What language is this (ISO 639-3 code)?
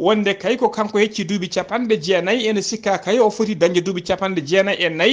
ful